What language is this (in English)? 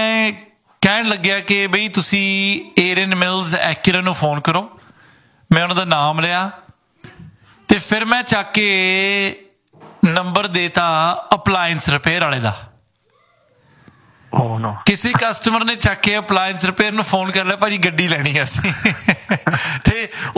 Punjabi